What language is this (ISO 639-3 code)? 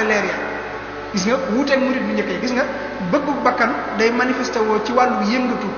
wol